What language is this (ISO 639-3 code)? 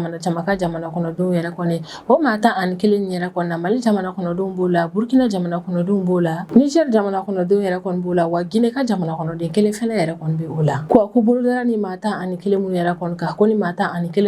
bam